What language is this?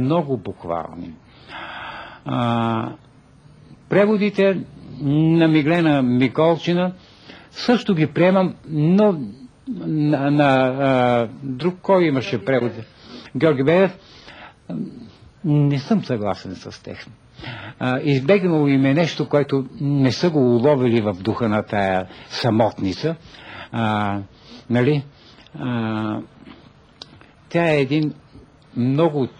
Bulgarian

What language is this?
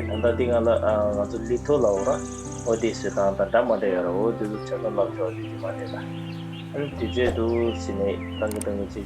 Tibetan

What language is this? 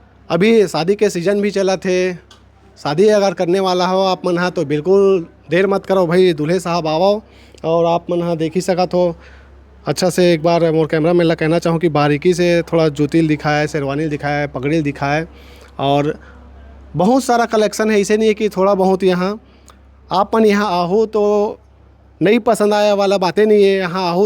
Chhattisgarhi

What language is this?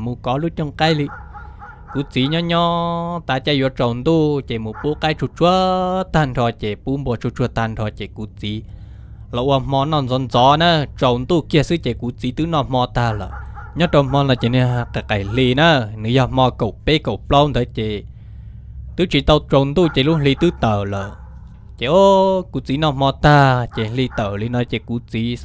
Hmong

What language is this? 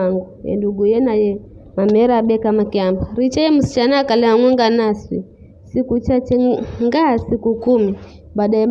Giryama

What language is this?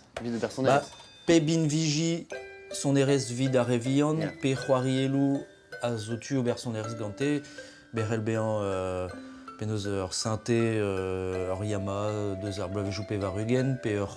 Breton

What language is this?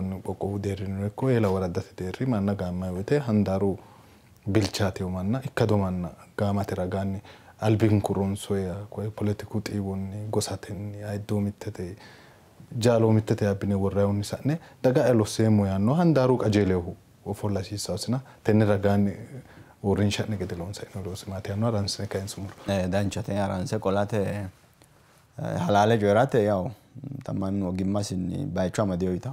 Sidamo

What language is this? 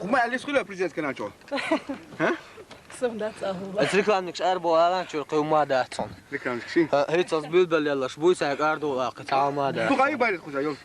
Chechen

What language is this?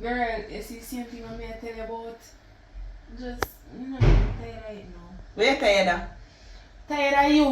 Jamaican Creole English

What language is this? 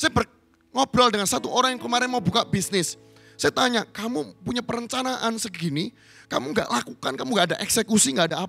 Indonesian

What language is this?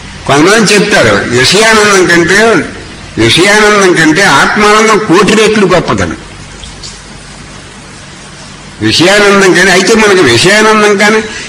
Telugu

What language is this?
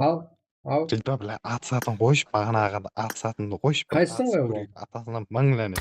Kara-Kalpak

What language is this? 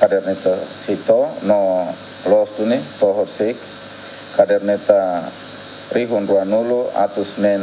Tetum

